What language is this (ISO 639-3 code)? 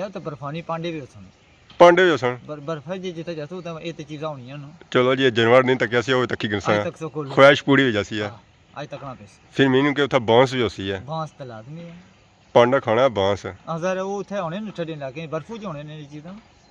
phr